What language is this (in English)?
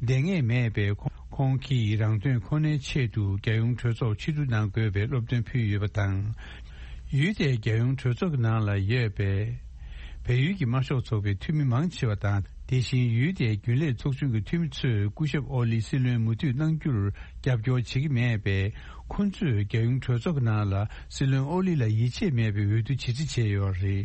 Tibetan